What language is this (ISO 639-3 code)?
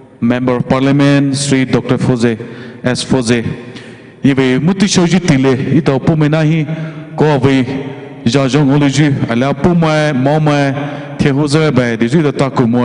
pmx